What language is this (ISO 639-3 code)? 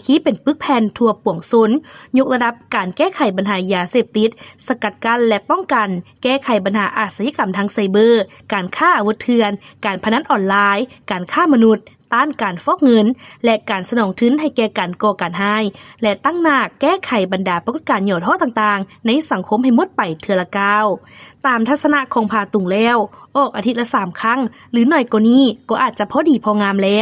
lao